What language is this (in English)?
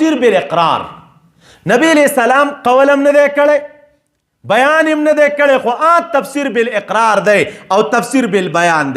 Pashto